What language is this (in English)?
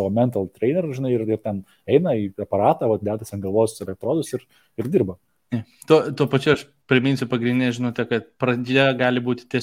Lithuanian